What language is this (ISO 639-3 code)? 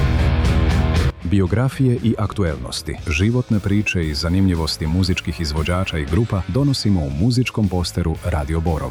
srp